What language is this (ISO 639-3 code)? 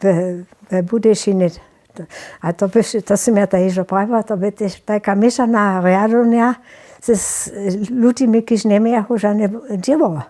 hsb